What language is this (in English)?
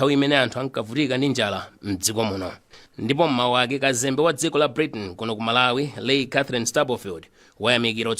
Nyanja